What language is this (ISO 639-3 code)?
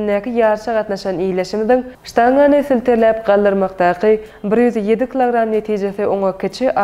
tuk